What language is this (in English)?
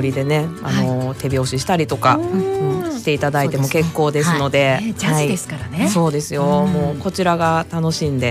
Japanese